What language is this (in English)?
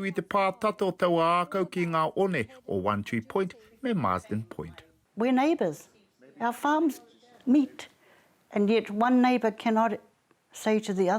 Māori